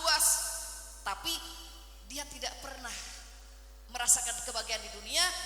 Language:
Sundanese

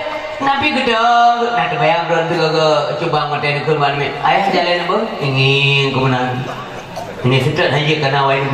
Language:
Achinese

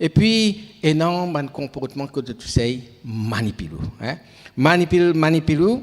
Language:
Morisyen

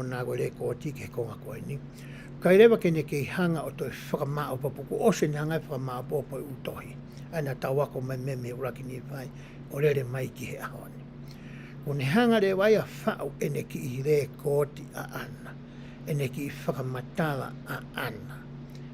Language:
Tongan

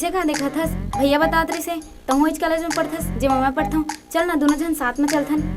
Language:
Chhattisgarhi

